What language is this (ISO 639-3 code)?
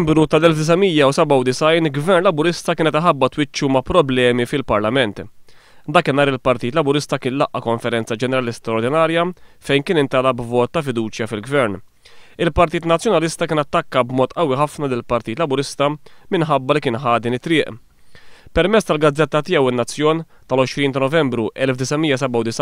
mlt